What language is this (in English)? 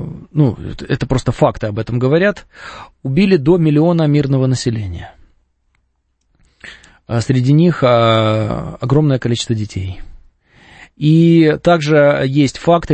Russian